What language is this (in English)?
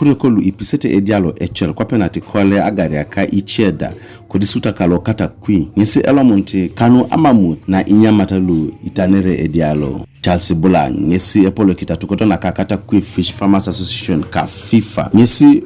Teso